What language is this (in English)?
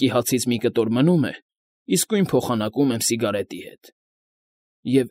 Armenian